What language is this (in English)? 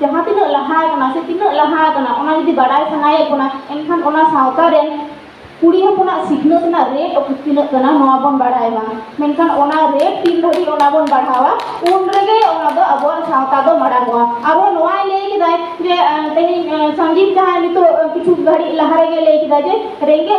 Santali